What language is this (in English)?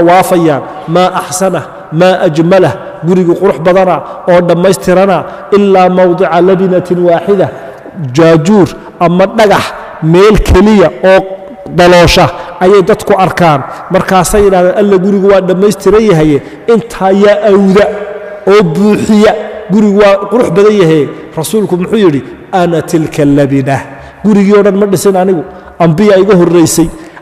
Somali